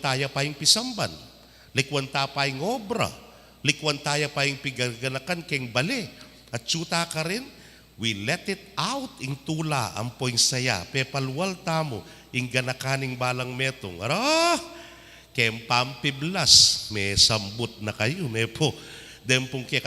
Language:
Pampanga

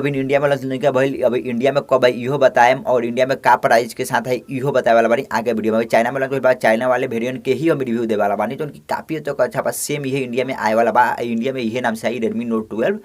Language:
Bhojpuri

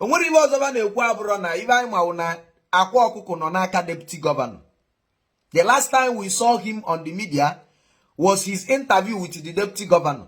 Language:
Igbo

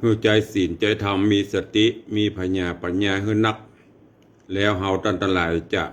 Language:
Northern Thai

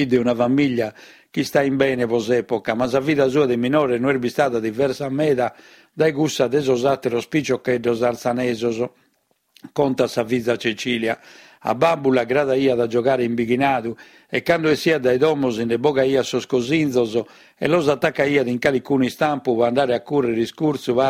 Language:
Sardinian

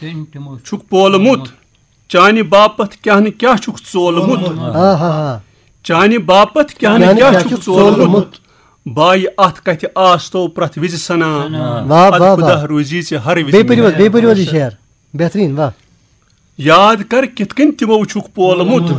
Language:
Kashmiri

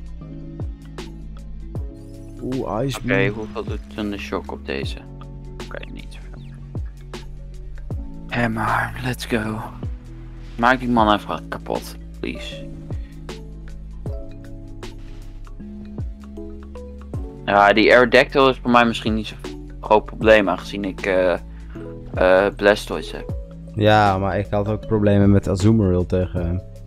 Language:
Dutch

